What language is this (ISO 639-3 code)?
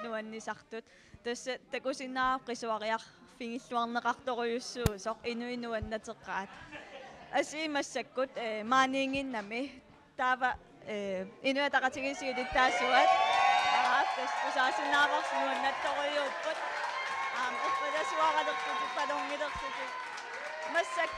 kal